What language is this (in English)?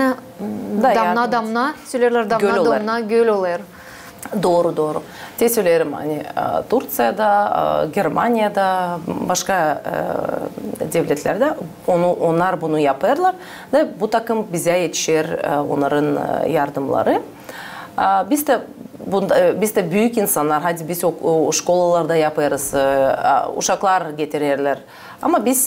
Gagauz